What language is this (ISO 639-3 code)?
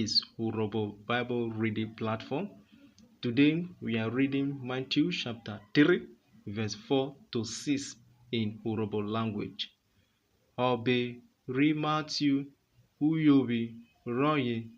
urh